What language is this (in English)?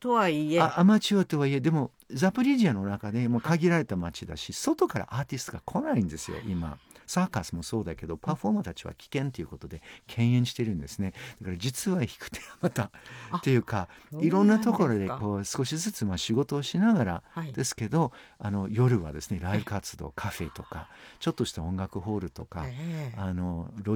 Japanese